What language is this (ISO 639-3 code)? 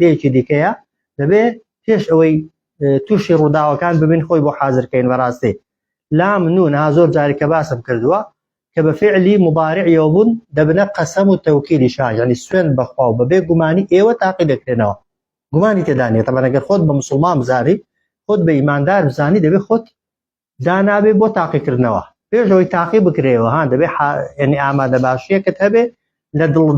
ckb